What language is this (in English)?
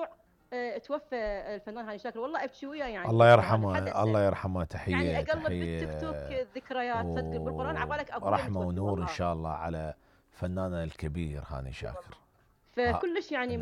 Mesopotamian Arabic